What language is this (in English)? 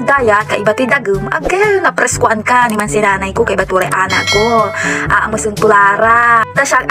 Pangasinan